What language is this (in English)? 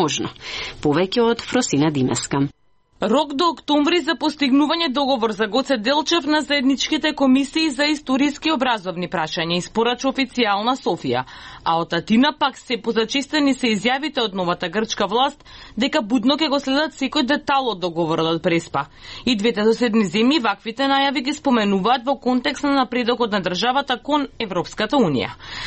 Macedonian